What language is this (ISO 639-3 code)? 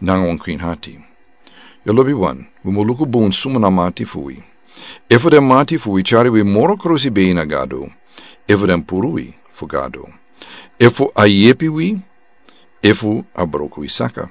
srn